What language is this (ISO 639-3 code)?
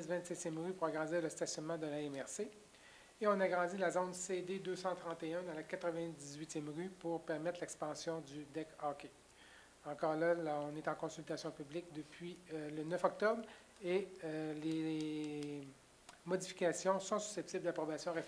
fra